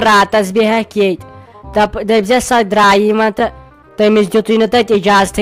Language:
Kashmiri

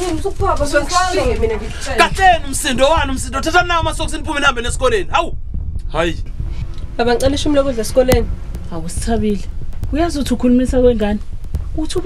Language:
Zulu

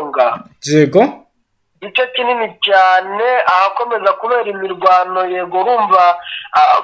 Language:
Kinyarwanda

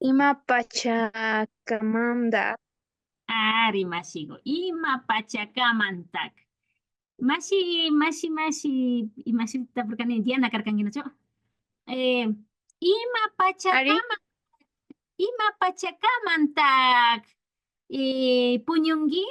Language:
Imbabura Highland Quichua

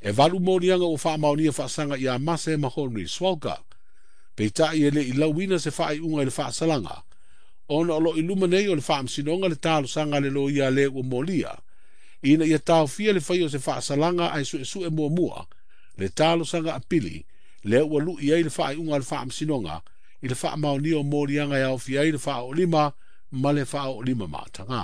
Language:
Samoan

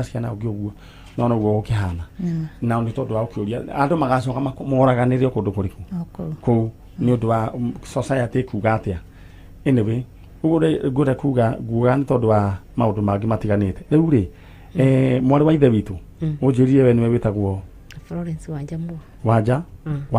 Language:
Kikuyu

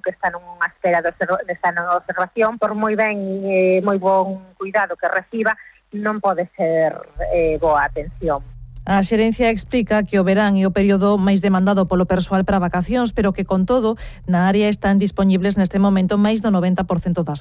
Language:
Galician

